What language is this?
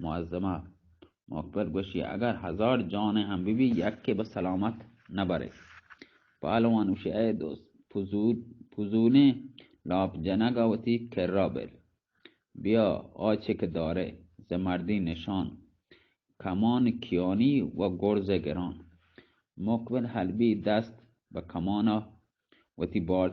Baluchi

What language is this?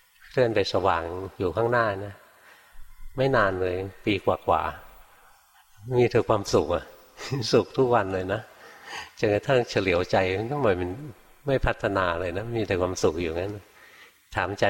Thai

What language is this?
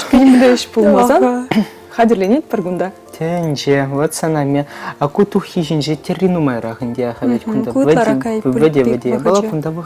Chuvash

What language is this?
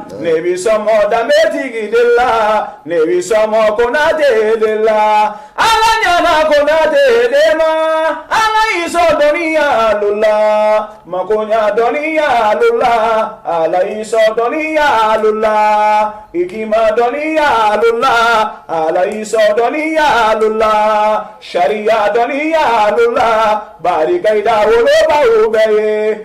Bambara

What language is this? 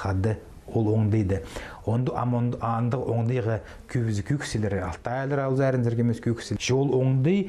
Khakas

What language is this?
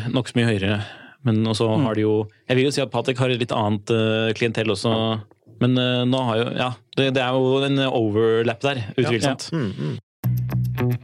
Norwegian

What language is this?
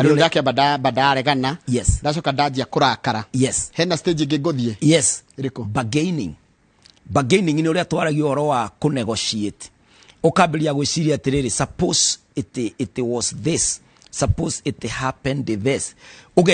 Kikuyu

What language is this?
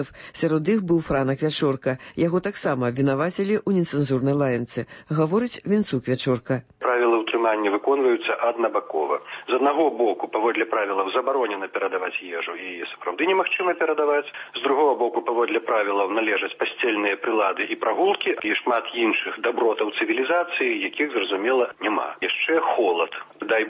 Belarusian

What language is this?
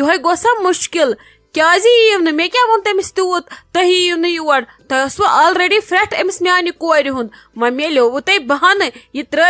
Kashmiri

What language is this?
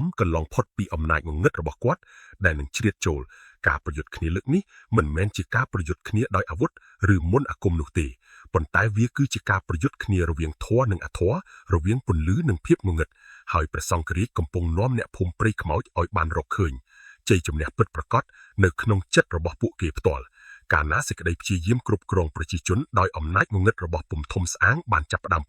Khmer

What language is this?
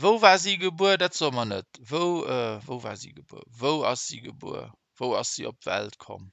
Luxembourgish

